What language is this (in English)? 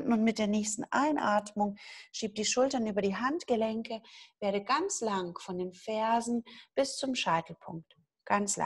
German